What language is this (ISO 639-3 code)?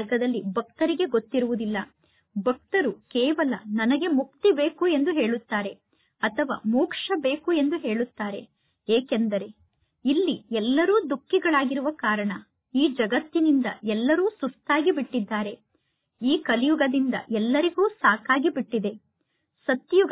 kan